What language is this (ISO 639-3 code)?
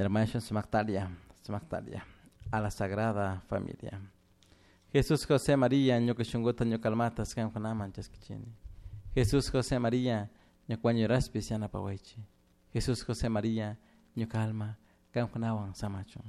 qug